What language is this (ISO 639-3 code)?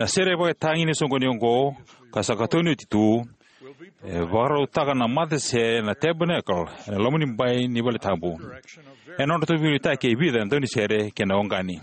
fij